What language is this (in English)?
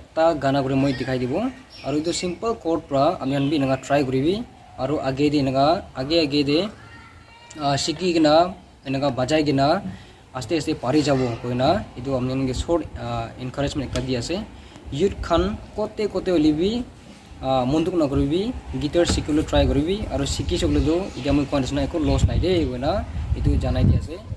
Naga Pidgin